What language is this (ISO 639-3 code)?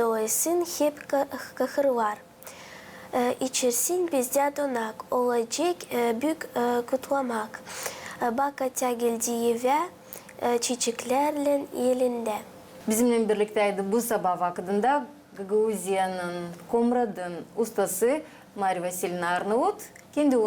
gag